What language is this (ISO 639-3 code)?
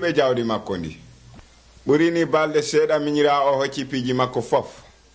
fuv